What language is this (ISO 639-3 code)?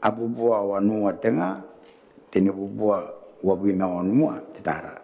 gil